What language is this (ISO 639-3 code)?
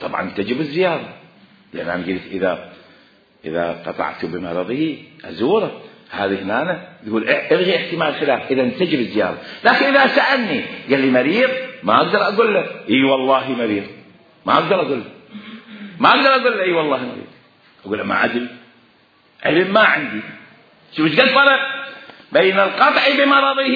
acm